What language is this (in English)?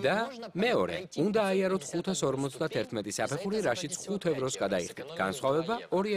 Georgian